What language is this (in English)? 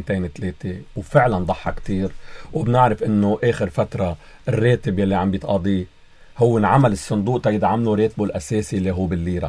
North Levantine Arabic